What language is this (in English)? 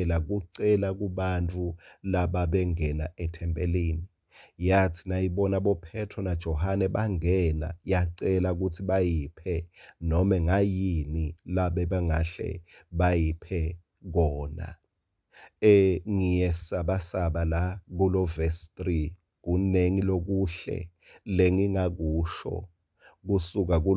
Swati